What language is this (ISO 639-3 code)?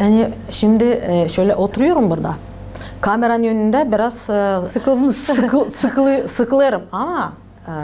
gag